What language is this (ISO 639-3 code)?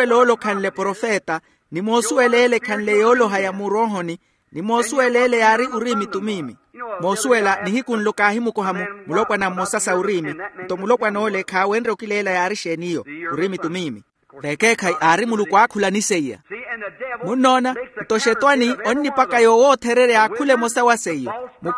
vmw